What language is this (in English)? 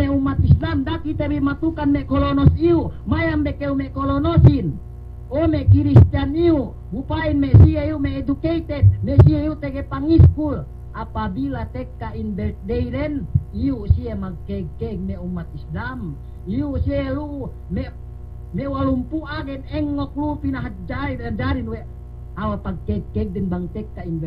Yakan